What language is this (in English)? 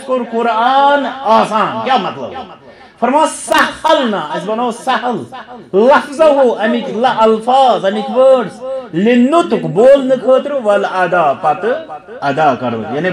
Kashmiri